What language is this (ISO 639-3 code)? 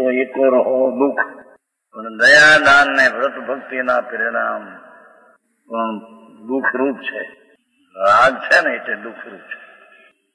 guj